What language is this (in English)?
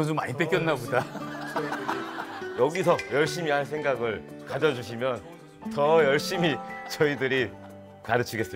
Korean